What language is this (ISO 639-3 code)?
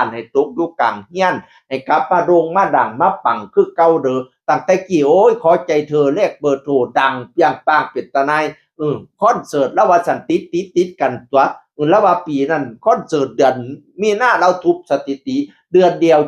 tts